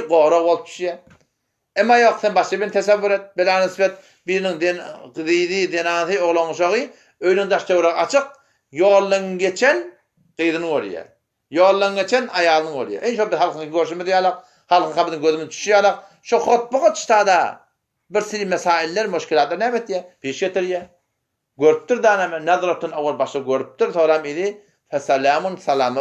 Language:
Turkmen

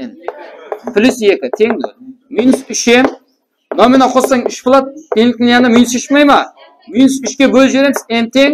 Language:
Kara-Kalpak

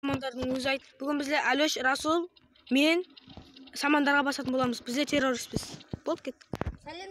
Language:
Kara-Kalpak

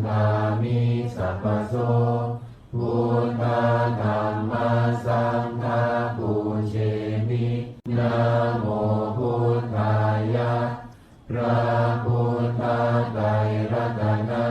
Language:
Pali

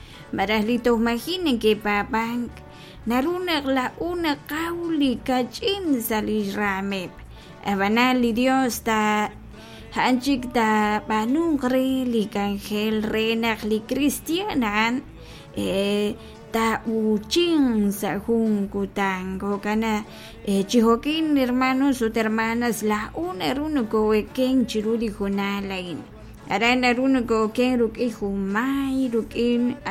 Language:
Kekchí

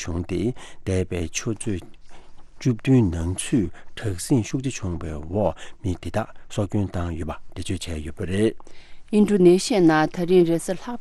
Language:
Tibetan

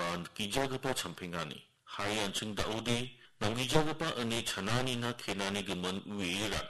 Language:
Garo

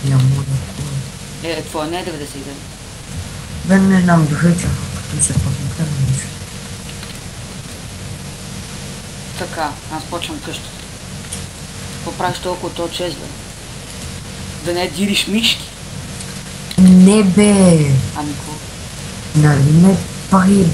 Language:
Bulgarian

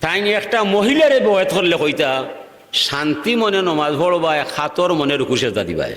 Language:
Sylheti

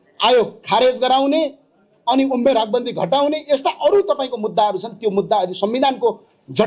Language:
Nepali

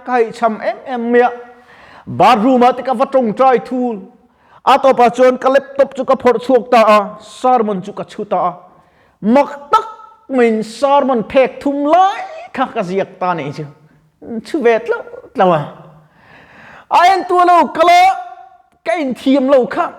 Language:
Mizo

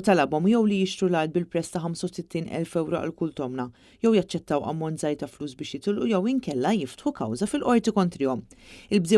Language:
Maltese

